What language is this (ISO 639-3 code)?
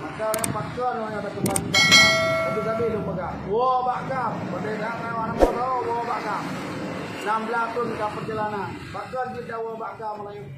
ace